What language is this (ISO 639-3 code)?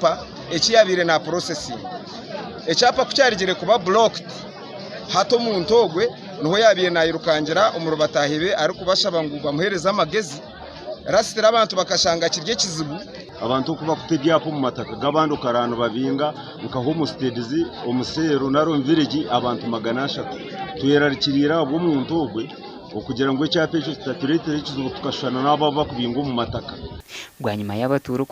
nyn